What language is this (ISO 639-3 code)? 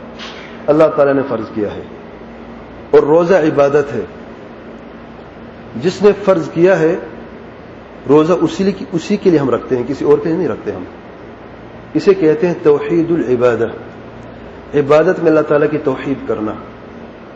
urd